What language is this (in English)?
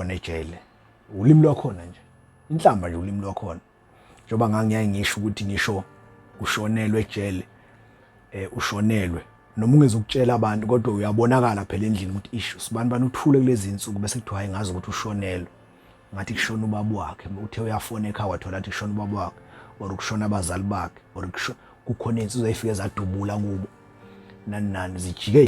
Zulu